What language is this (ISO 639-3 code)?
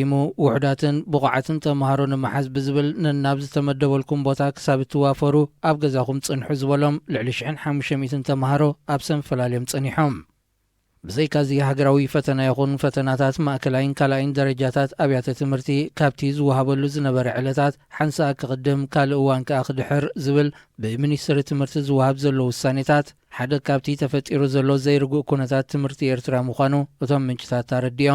tir